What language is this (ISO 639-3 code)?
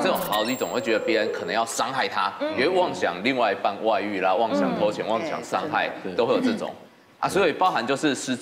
zho